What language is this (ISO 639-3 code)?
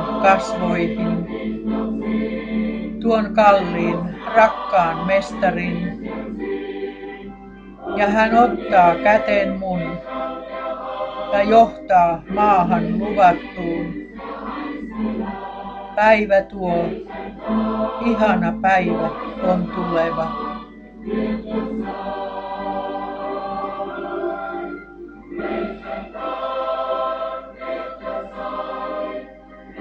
fin